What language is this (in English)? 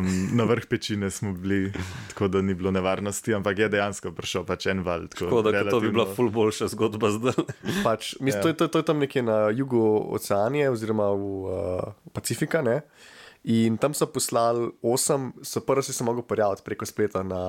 Slovenian